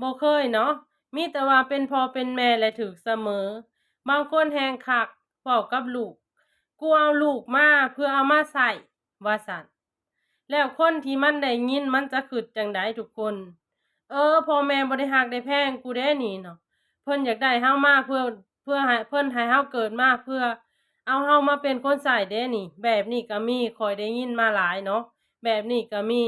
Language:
Lao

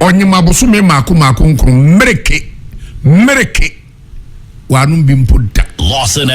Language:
Akan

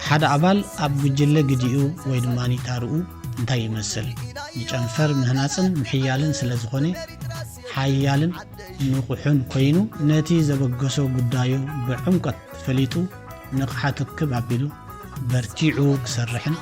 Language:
Tigrinya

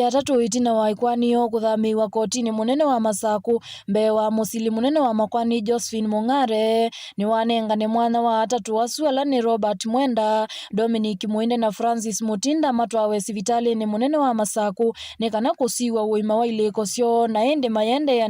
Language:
Kamba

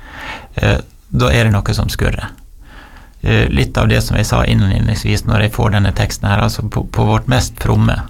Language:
Norwegian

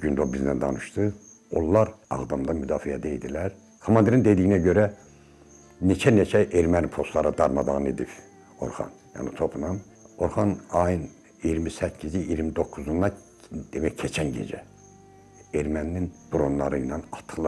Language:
Azerbaijani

